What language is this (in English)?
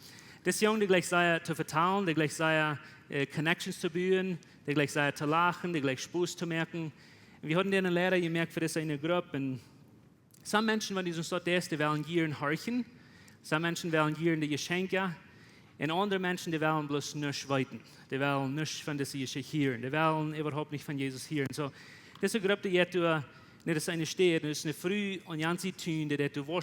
Plautdietsch